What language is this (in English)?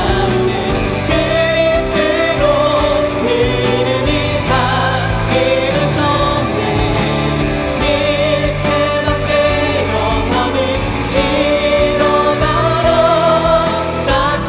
Korean